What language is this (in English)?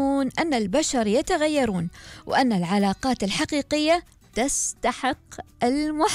Gulf Arabic